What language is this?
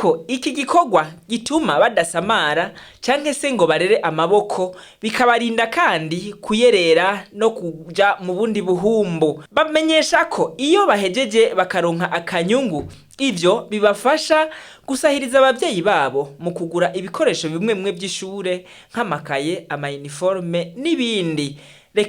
Rundi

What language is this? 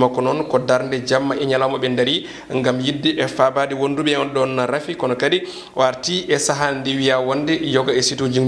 Fula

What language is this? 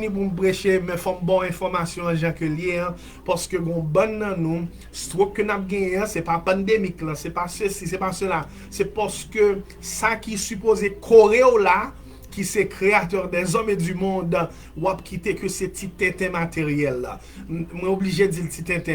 Haitian Creole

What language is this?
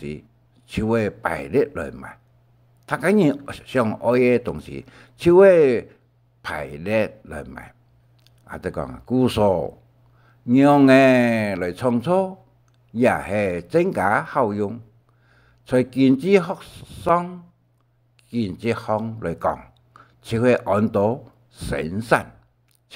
Hakka Chinese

